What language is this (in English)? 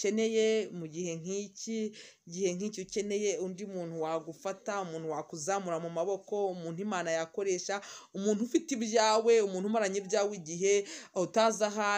Kinyarwanda